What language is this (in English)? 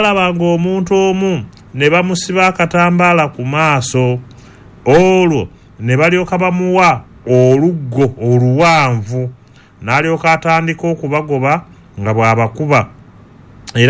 Ganda